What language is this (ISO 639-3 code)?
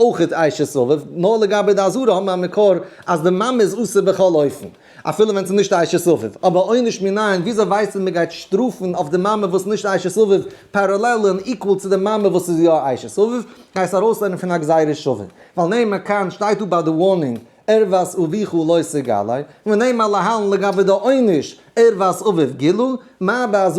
yid